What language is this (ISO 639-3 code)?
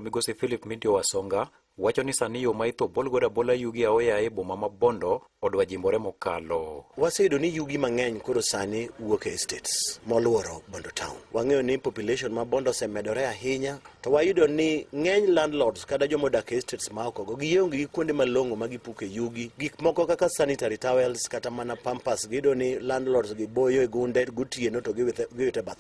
luo